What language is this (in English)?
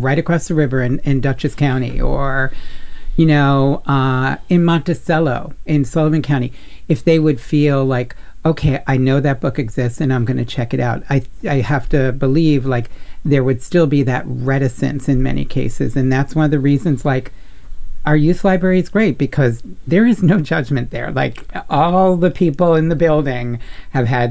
English